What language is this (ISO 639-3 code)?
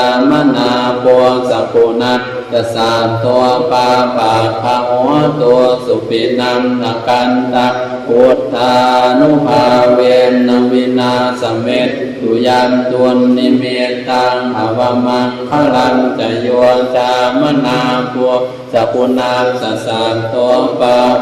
pli